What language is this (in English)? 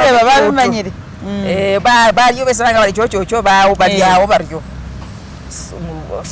Masaaba